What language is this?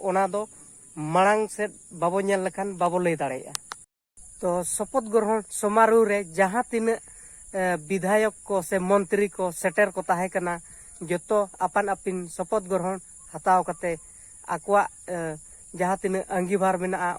Santali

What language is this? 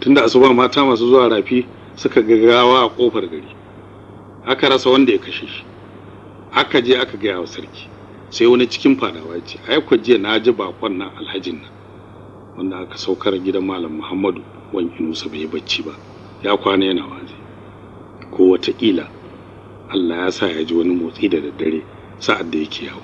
Hausa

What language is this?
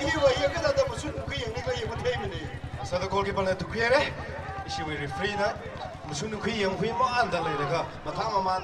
Tangkhul Naga (India)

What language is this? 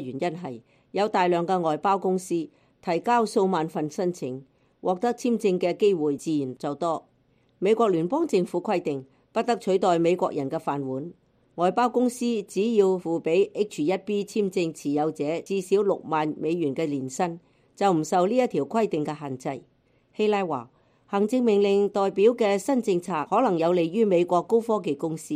Cantonese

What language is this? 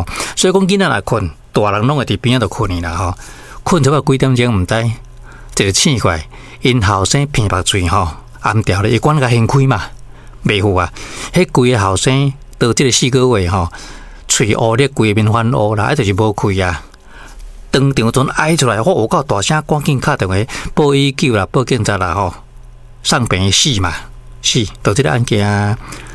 Min Nan Chinese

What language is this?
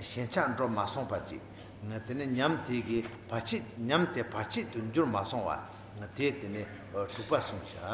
Tibetan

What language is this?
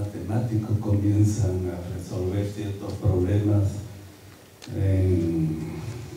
Spanish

